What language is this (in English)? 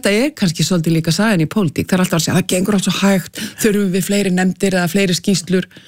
Icelandic